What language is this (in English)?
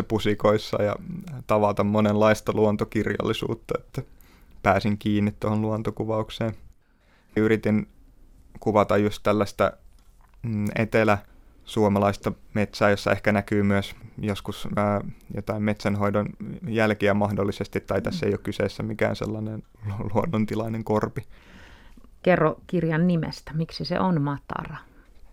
Finnish